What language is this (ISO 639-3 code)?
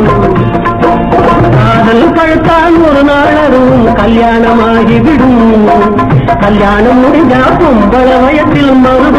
tam